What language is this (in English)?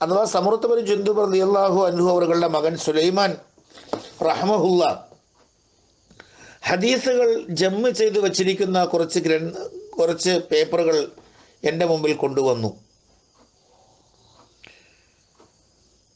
Malayalam